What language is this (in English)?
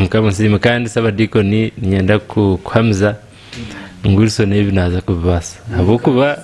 Nyankole